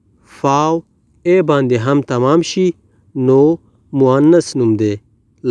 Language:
Pashto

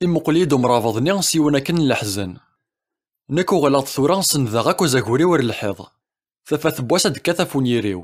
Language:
Kabyle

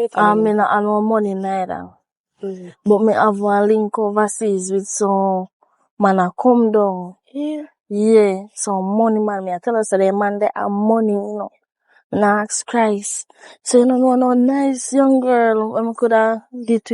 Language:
Jamaican Creole English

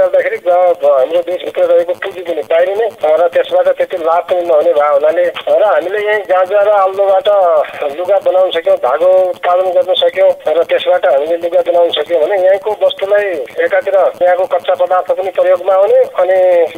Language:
Nepali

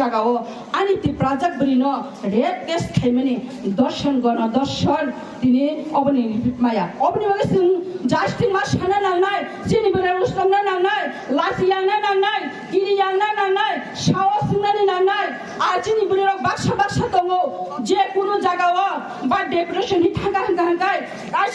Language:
Kok Borok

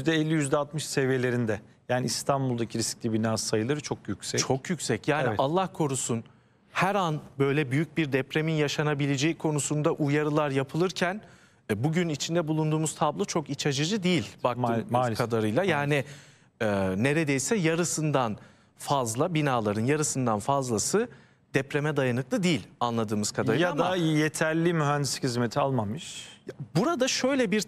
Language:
Turkish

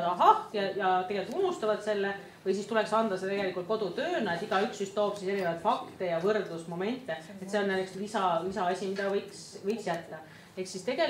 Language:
Estonian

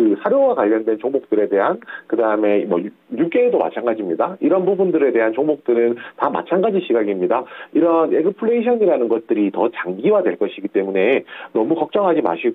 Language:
Korean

